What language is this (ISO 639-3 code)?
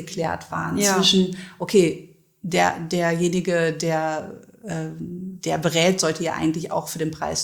deu